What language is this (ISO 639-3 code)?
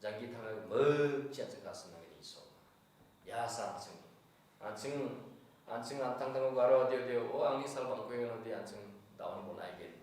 grt